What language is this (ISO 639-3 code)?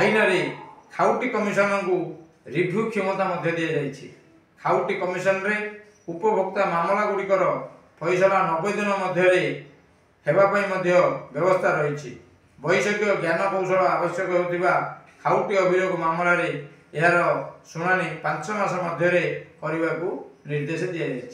ori